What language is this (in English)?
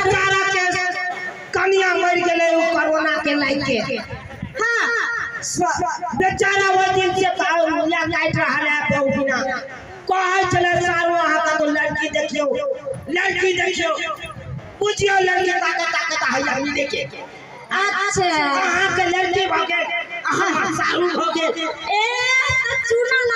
Maithili